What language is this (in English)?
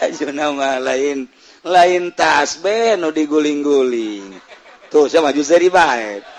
Sundanese